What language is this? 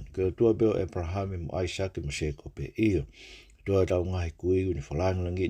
Tongan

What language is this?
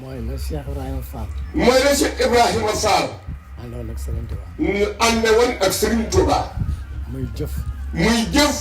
Wolof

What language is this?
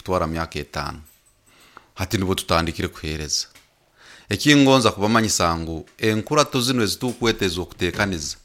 Nyoro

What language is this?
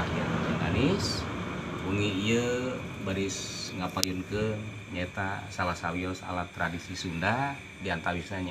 Sundanese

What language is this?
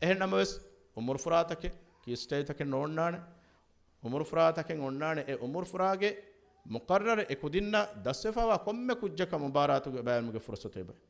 Divehi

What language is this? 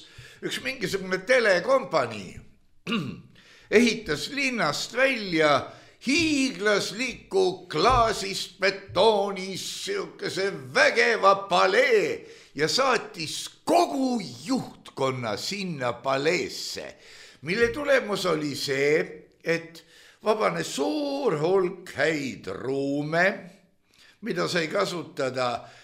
Estonian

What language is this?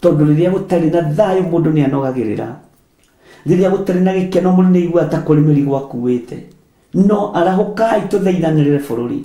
Kikuyu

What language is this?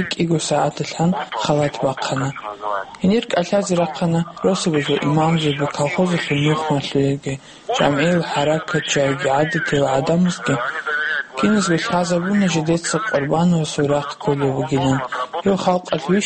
Avaric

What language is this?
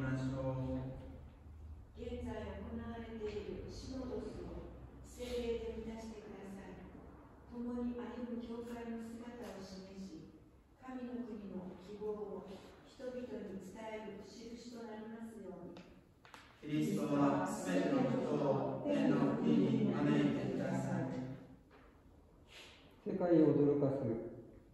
Japanese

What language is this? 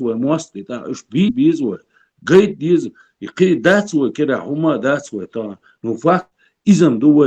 Chechen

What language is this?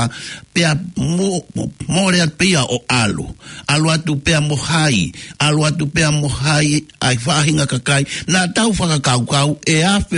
Tongan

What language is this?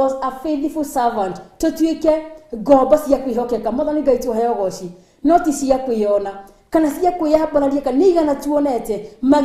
Kikuyu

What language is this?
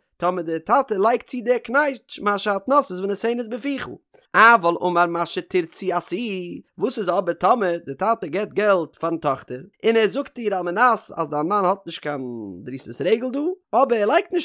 Yiddish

